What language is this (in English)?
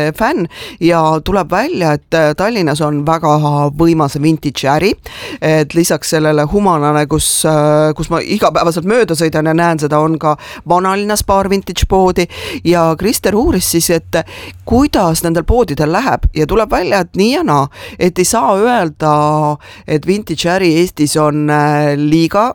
Estonian